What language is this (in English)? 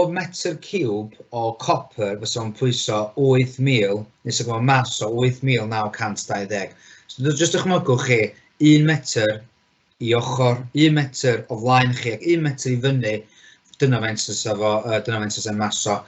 Welsh